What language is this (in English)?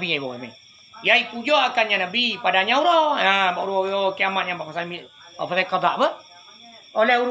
Achinese